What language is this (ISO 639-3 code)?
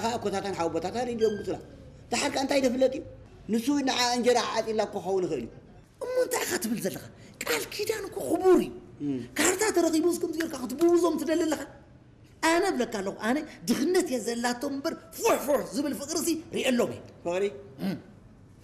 tir